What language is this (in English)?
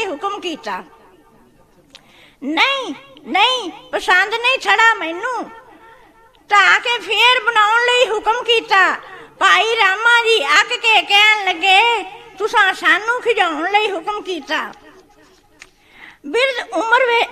Punjabi